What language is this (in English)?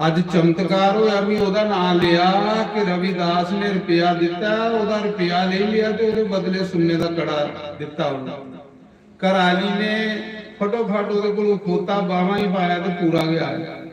Dogri